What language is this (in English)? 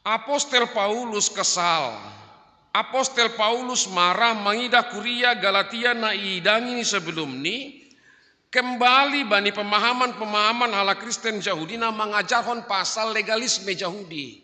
Batak Simalungun